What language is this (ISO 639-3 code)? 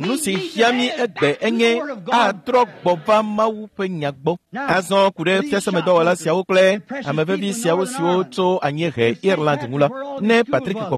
ewe